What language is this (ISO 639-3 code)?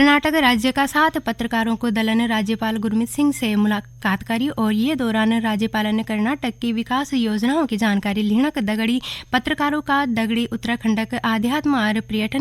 gbm